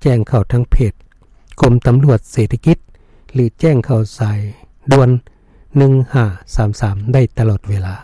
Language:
Lao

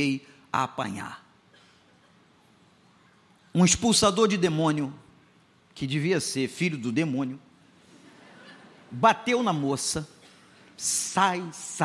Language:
Portuguese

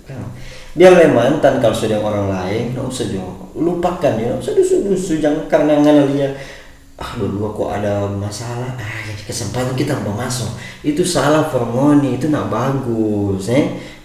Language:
Manado Malay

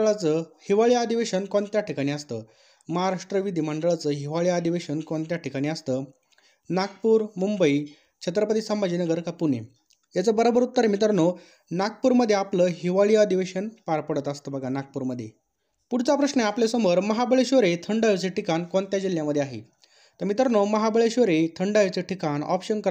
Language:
Marathi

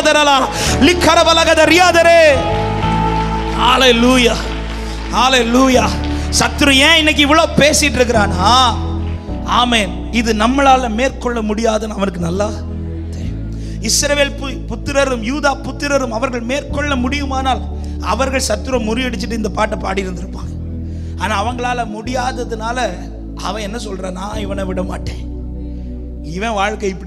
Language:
Tamil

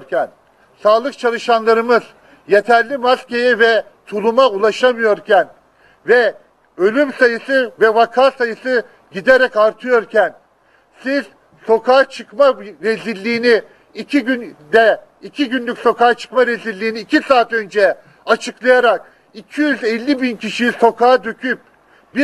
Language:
Turkish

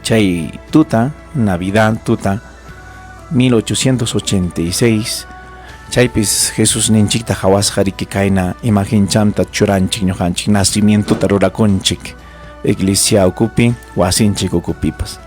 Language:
Ayacucho Quechua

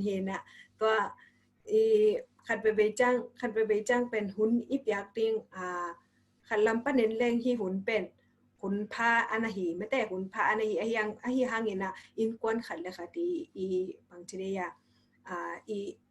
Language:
Tedim Chin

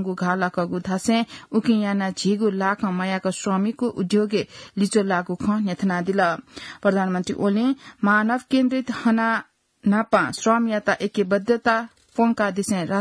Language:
Newari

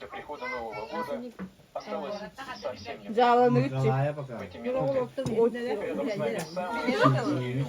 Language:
Yakut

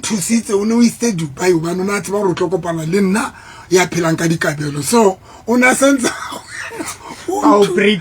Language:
Southern Sotho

